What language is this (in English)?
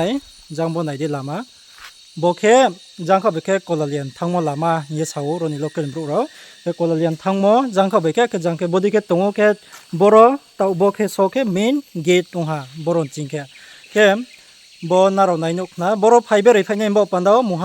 Riang (India)